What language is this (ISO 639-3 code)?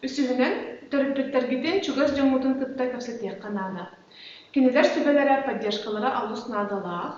sah